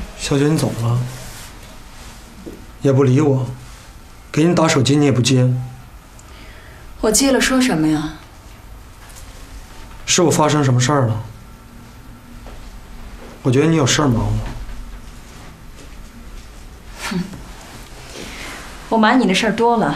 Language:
Chinese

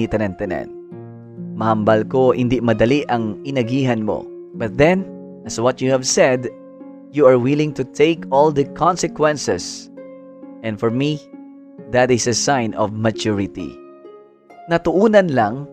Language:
Hiligaynon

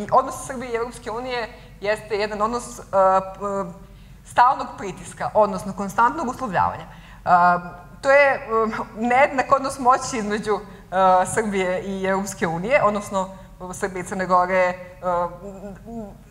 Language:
Serbian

